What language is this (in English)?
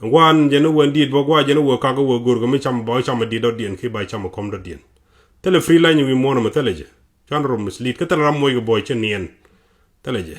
Nuer